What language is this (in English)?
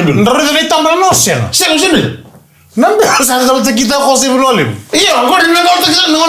Fijian